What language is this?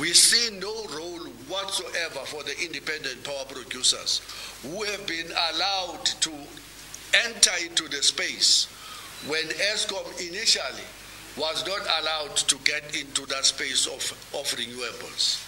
English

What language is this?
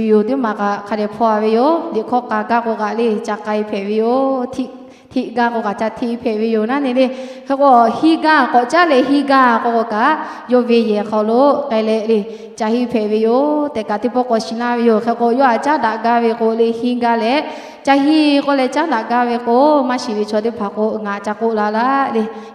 Lahu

